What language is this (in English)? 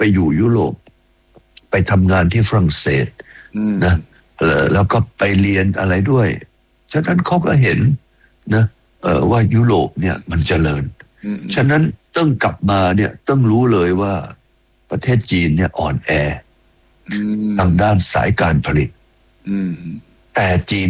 Thai